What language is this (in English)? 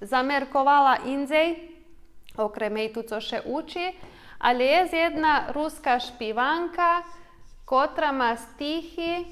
Rusyn